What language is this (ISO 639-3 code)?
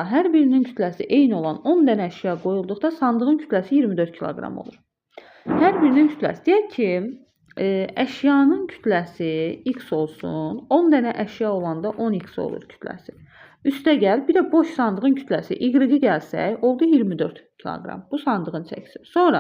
aze